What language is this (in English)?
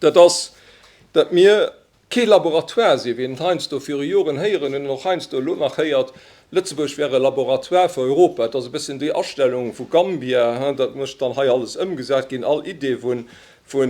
Luxembourgish